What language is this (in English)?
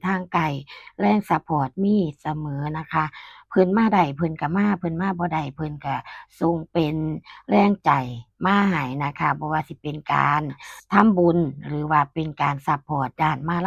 Northeastern Thai